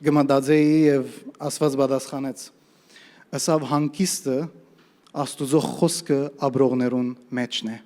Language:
Western Armenian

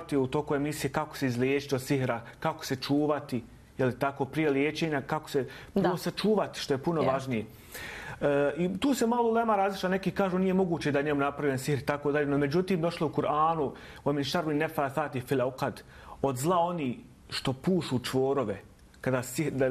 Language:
Bosnian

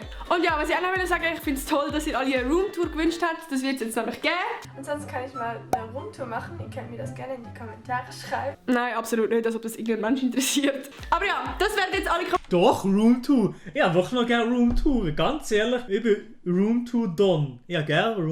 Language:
Swiss German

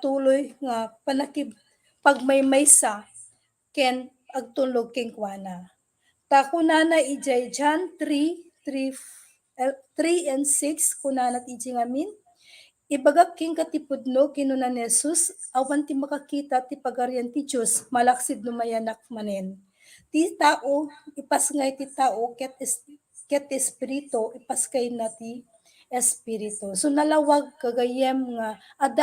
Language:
Iloko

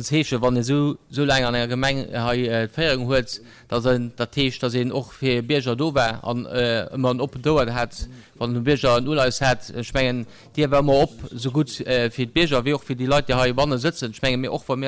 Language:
Luxembourgish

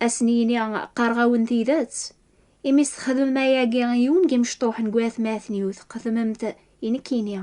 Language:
Kabyle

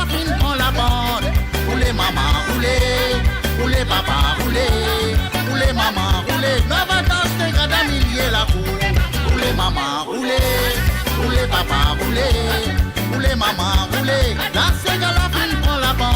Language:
Morisyen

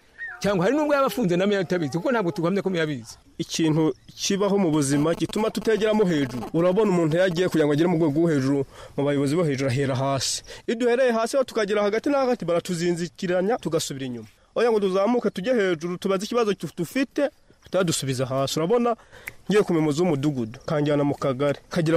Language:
Kinyarwanda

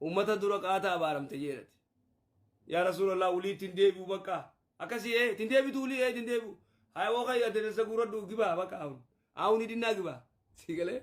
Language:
Oromo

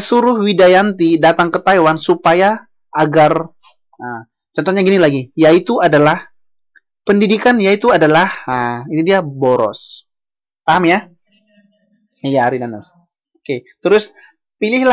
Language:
Indonesian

